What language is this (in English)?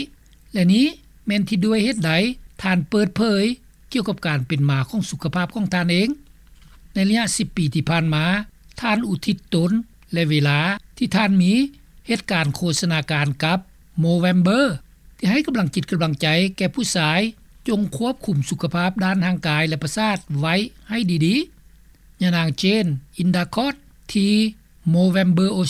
Lao